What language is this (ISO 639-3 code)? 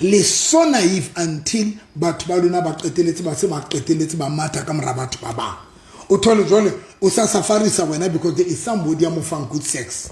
sot